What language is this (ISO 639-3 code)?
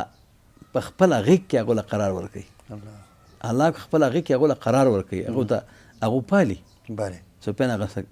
pus